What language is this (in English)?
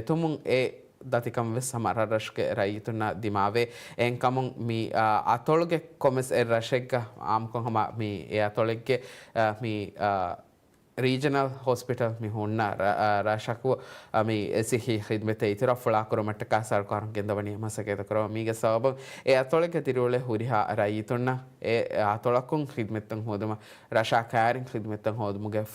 Divehi